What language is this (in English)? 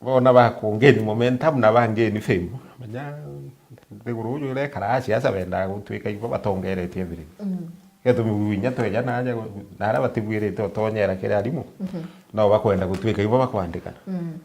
Meru